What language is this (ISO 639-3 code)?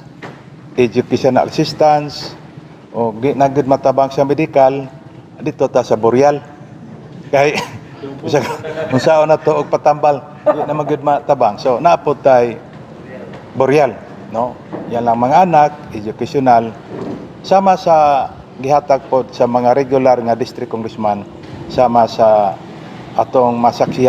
ceb